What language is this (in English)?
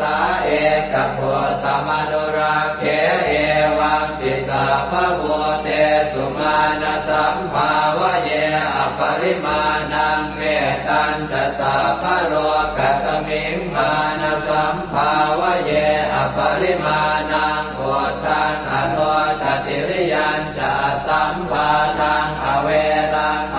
Pali